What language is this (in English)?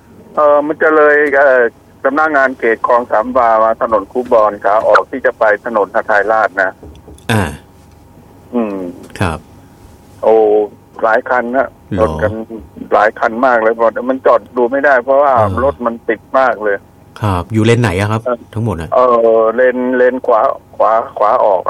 Thai